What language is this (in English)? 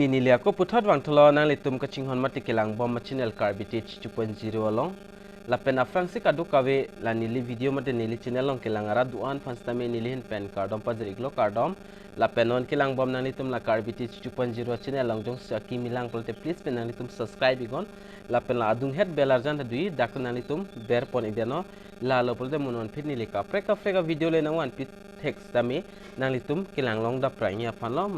Karbi